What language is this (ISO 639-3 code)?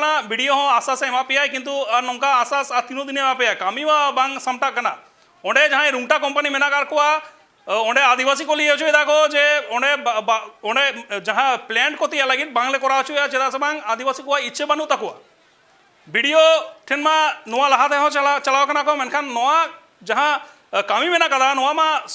sat